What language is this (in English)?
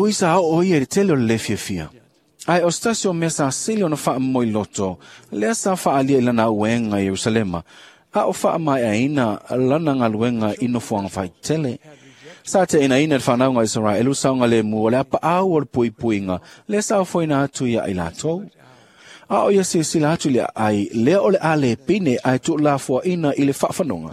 Samoan